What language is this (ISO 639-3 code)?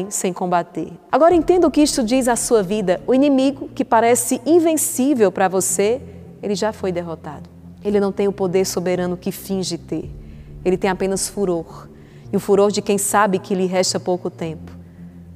por